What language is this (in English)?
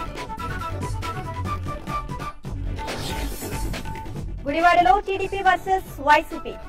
Telugu